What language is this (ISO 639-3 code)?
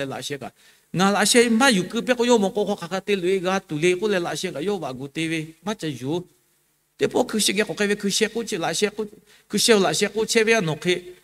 lhu